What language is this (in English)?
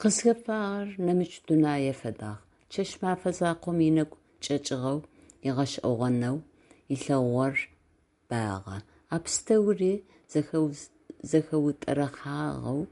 Adyghe